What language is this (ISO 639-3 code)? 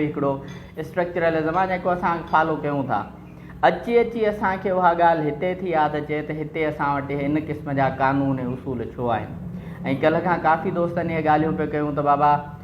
snd